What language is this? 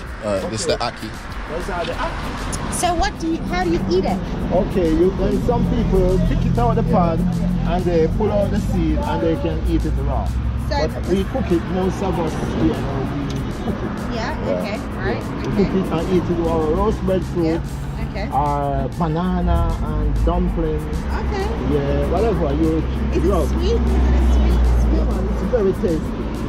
Jamaican Creole English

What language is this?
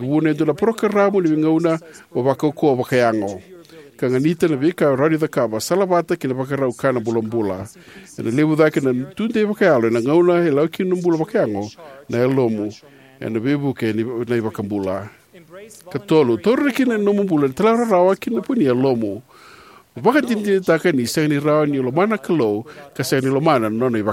Fijian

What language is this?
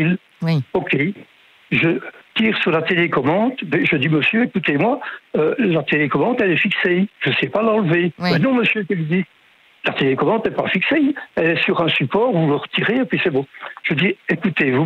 French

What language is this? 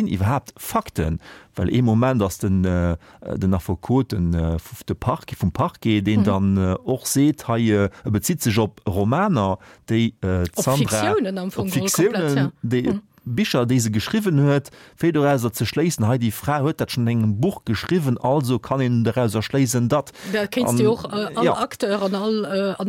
Luxembourgish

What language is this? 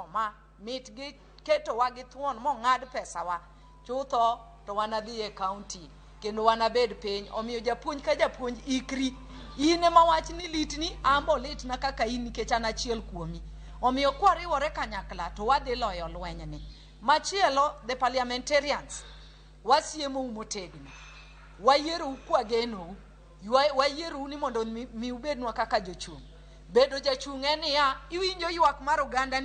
Luo (Kenya and Tanzania)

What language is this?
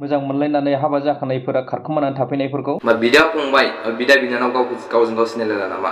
Bodo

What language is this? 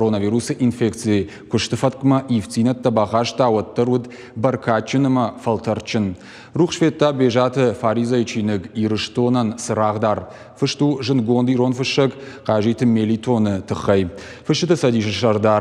Ossetic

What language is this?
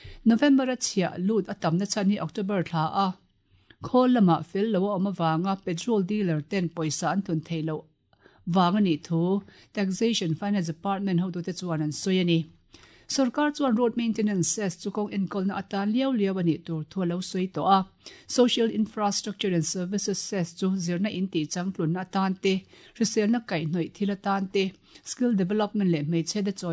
Mizo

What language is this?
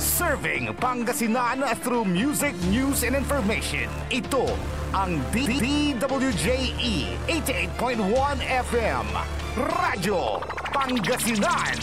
Pangasinan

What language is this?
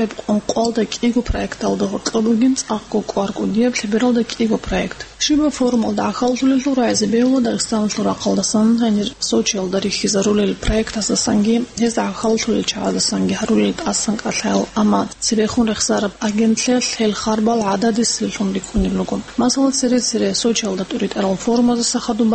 Avaric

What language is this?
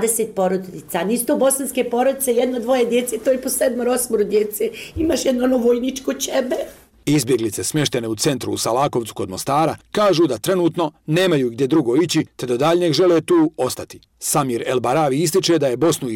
Bosnian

